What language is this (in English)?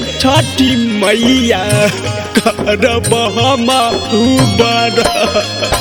Bhojpuri